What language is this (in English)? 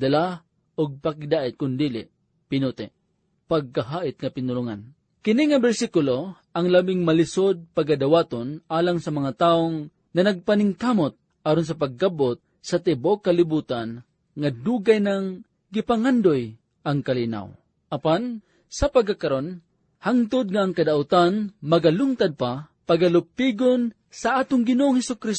Cebuano